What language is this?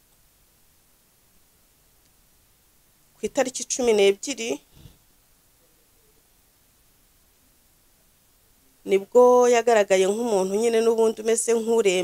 Kinyarwanda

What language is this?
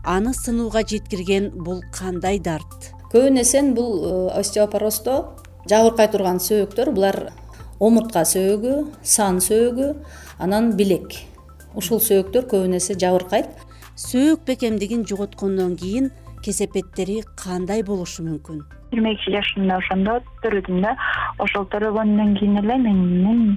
Kyrgyz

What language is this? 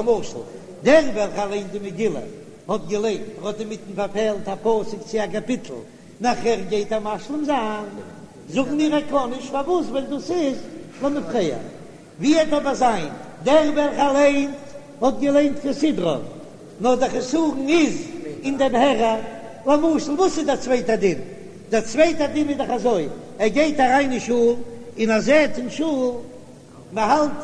Yiddish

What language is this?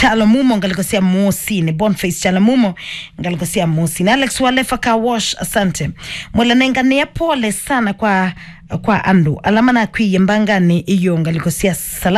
Kamba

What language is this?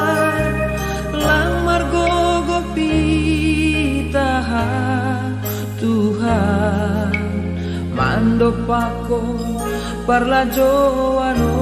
Batak Simalungun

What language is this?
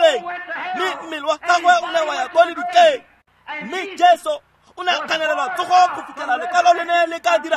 Tswana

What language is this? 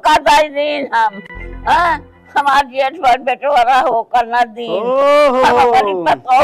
Awadhi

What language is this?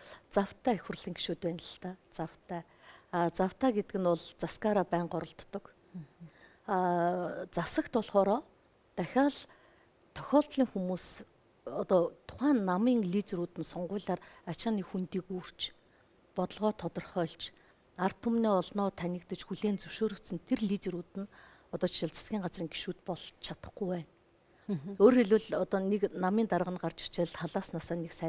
Mongolian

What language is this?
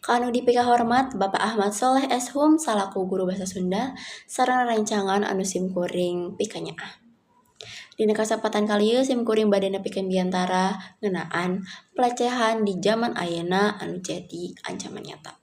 Sundanese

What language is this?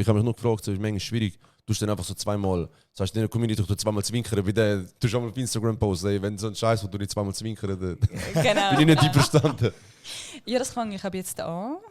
Swiss German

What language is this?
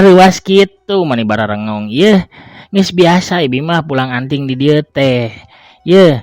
Sundanese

